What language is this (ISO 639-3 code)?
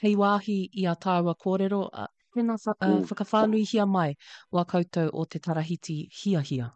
mri